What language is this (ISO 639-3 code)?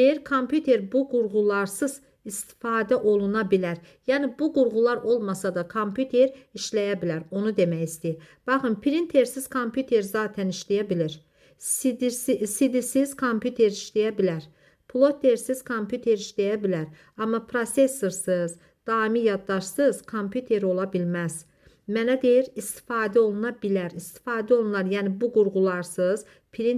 aze